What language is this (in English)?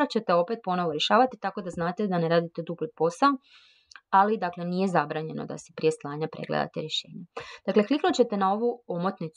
Croatian